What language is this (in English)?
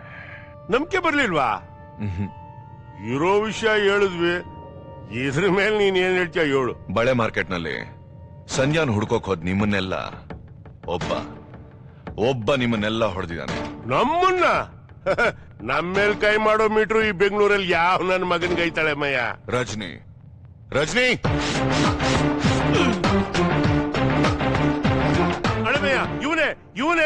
Kannada